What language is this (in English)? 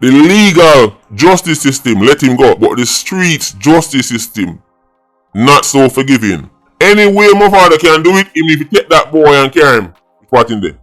Jamaican Creole English